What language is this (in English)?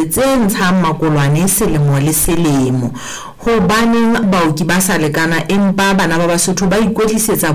Southern Sotho